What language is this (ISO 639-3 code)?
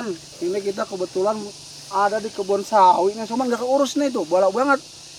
bew